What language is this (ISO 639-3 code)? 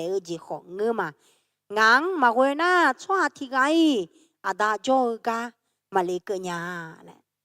ahk